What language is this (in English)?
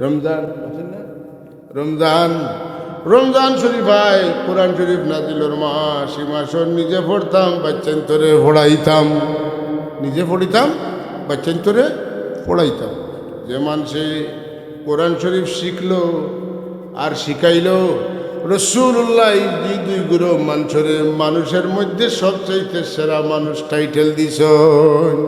Sylheti